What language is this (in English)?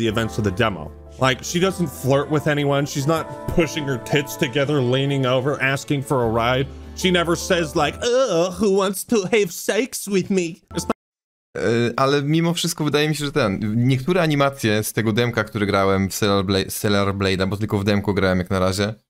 Polish